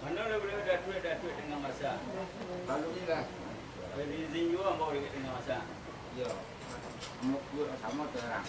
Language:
Minangkabau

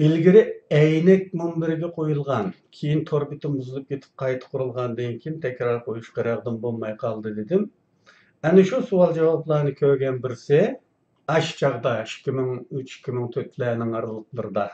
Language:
Uyghur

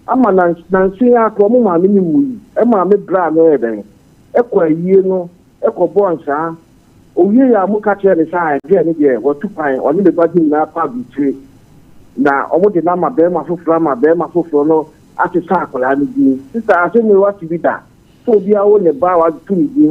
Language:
Akan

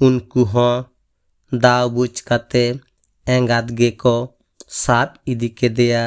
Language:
Santali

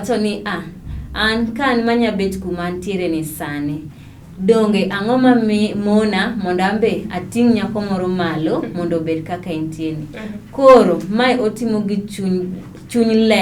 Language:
Luo (Kenya and Tanzania)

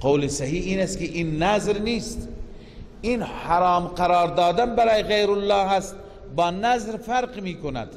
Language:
Persian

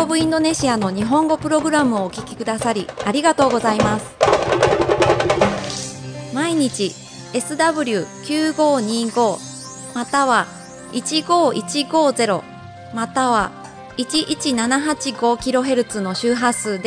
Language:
Japanese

